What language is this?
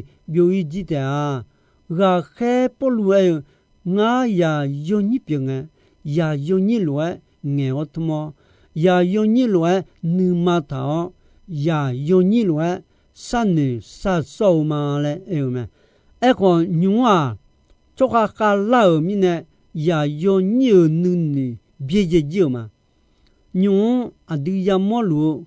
Akha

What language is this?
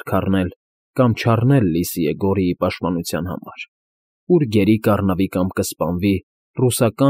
Armenian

